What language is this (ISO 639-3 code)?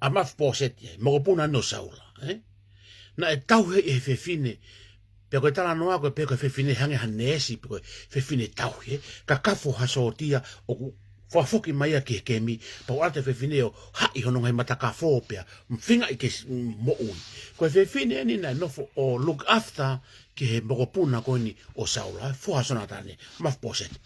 ton